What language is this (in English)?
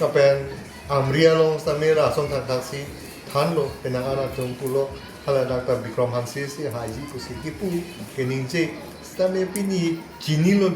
Karbi